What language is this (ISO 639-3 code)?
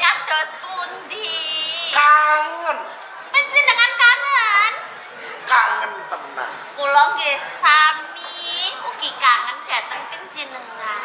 jav